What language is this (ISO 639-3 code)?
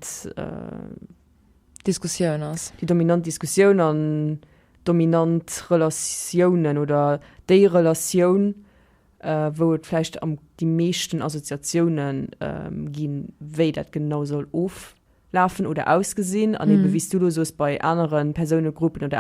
ltz